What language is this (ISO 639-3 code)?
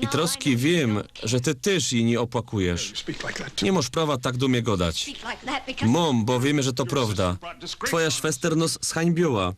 szl